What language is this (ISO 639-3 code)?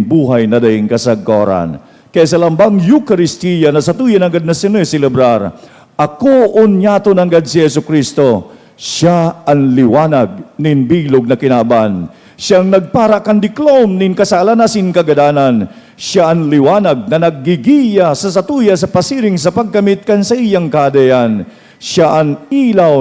bik